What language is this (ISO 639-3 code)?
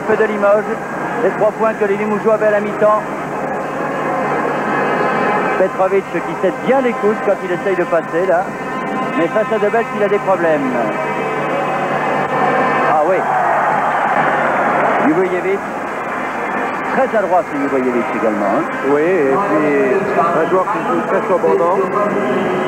fra